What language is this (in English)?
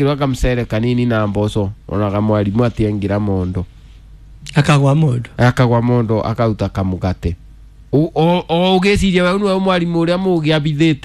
Kikuyu